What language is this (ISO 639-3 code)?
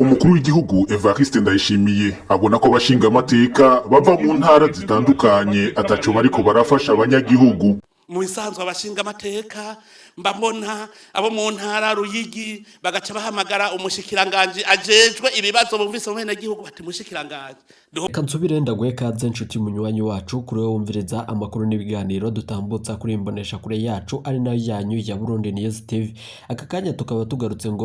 run